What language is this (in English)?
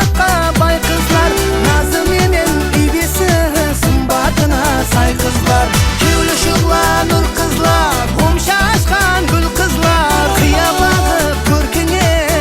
Kara-Kalpak